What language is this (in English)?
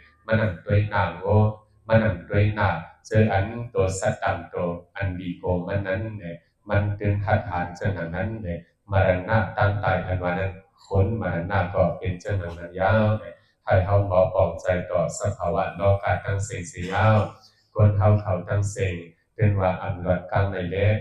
Shan